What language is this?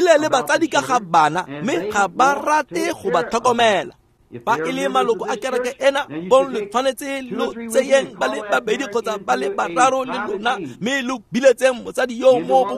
Tswana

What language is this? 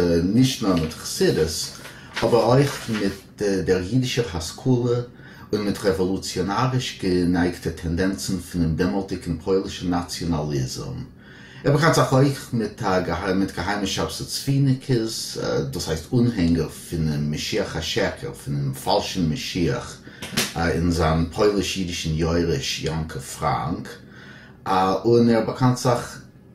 Yiddish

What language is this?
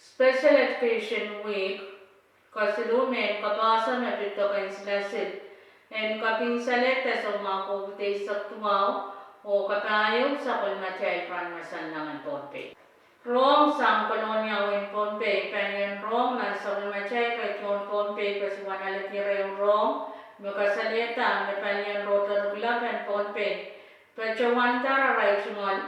Pohnpeian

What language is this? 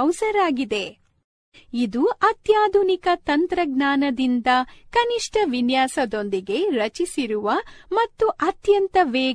Kannada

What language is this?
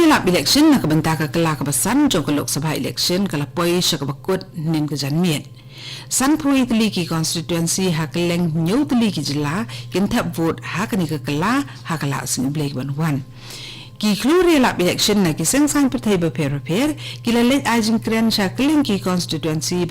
Khasi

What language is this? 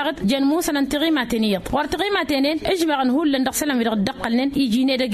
Tamasheq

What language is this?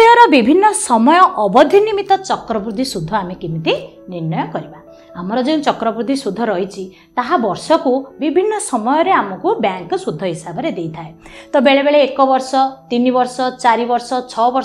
Odia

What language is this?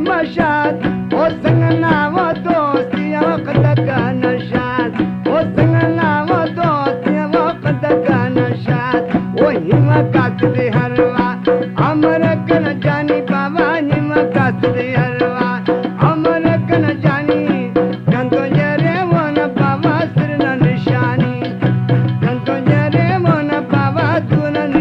Brahui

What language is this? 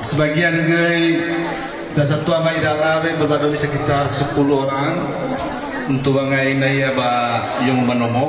Nias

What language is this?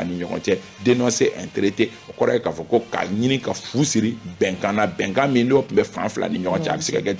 Bambara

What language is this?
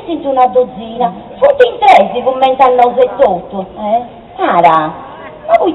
Sardinian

